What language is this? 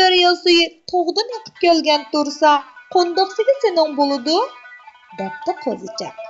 Uyghur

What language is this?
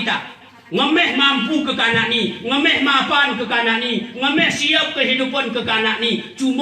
Gayo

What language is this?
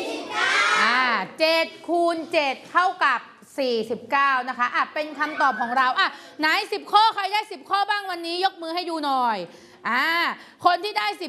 Thai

